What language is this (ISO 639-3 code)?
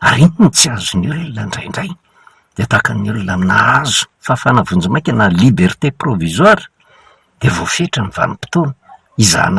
mlg